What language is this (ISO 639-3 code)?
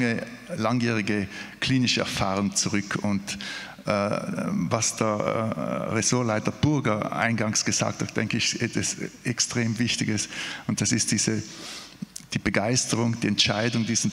deu